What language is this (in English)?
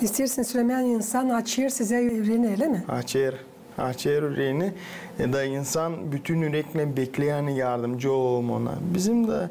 Gagauz